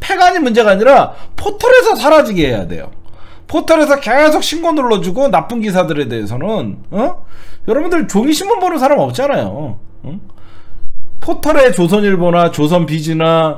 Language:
Korean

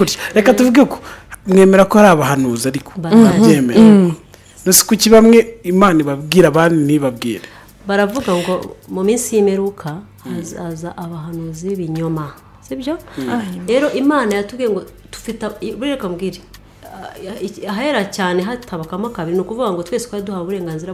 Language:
Kinyarwanda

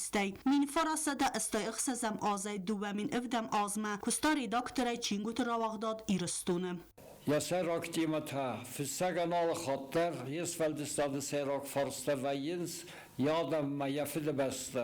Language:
Ossetic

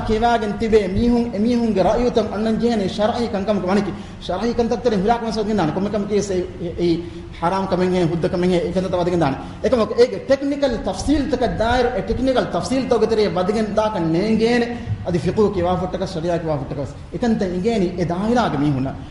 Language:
Divehi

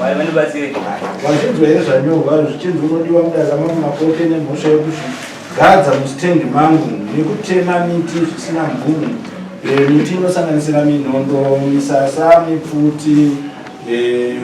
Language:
Shona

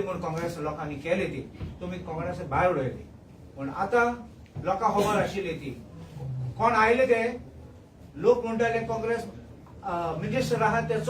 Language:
Konkani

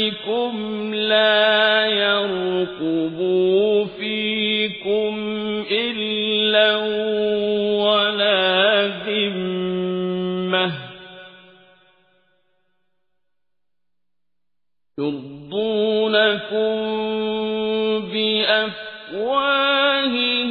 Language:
Arabic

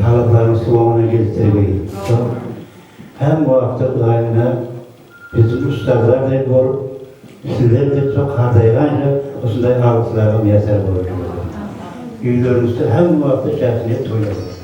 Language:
Kara-Kalpak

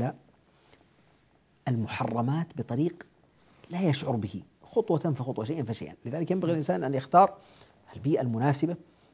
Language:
Arabic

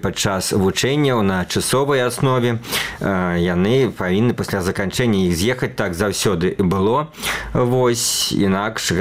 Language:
Belarusian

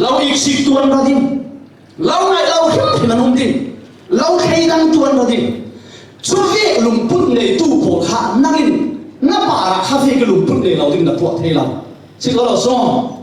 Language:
Falam Chin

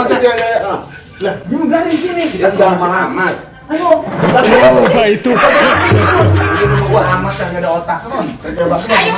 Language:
Betawi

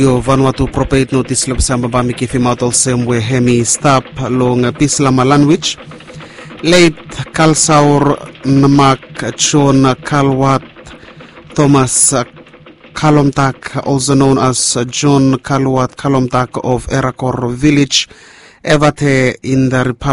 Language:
Bislama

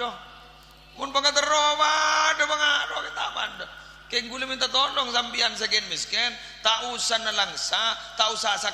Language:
Madurese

